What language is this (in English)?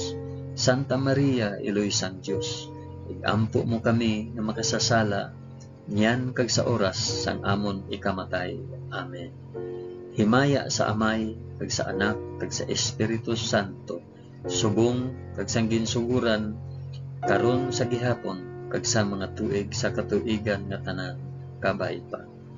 Hiligaynon